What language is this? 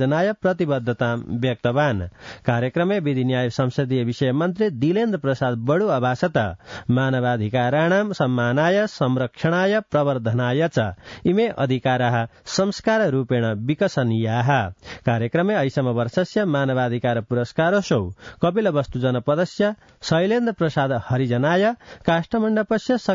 Sanskrit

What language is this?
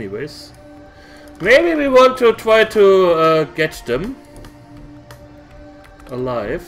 English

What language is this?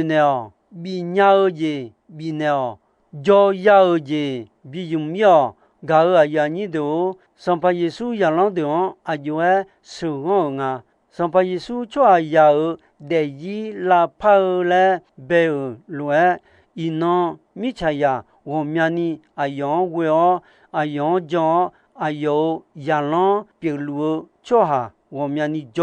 Akha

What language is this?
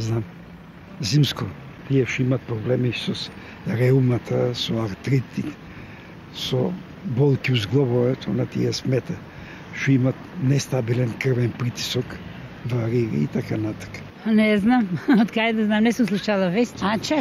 Macedonian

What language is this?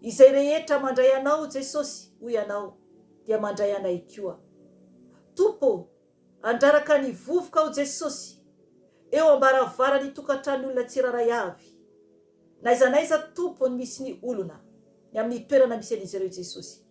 Malagasy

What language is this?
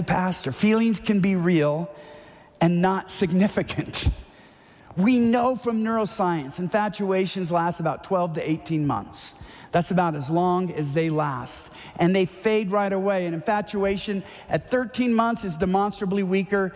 English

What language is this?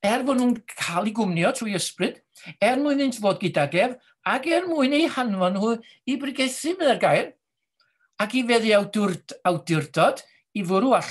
Welsh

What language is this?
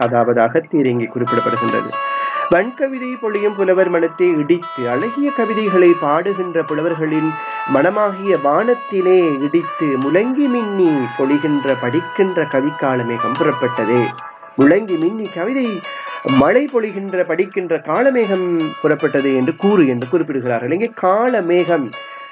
Tamil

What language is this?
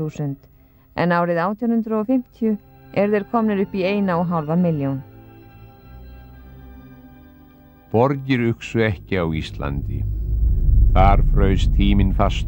Icelandic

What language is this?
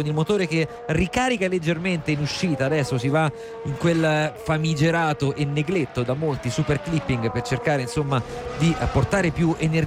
Italian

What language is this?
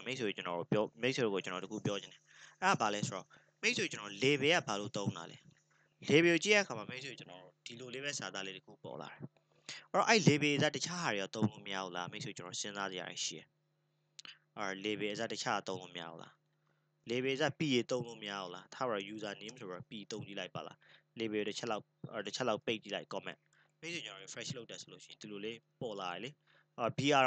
Burmese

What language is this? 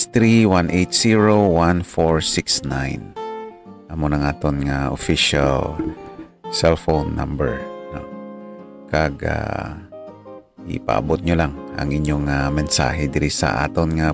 Hiligaynon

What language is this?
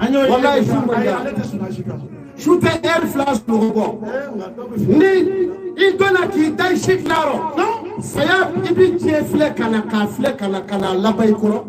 Bambara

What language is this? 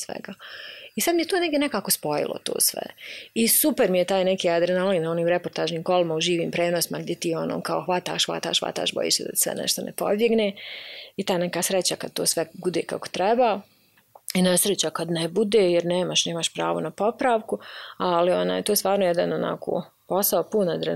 Bosnian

